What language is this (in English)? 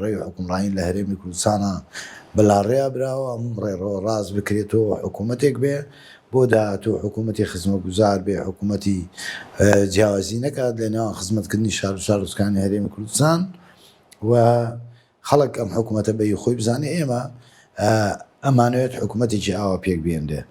Central Kurdish